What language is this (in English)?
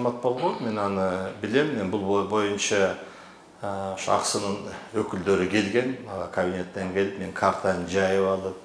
Kyrgyz